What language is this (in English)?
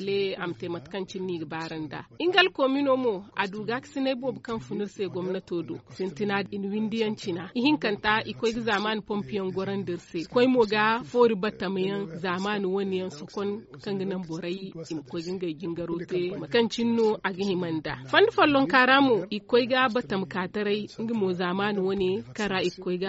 Zarma